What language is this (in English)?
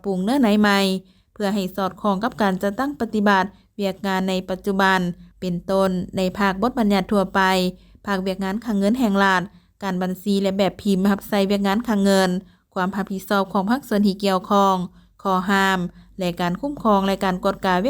Lao